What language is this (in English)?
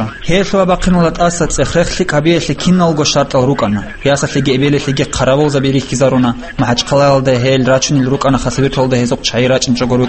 Avaric